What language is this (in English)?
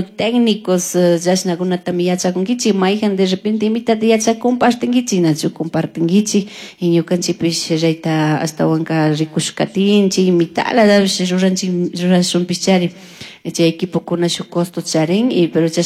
Chimborazo Highland Quichua